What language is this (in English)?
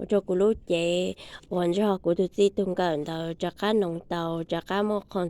Hmong